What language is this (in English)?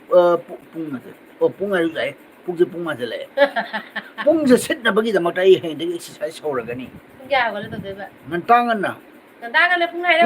Manipuri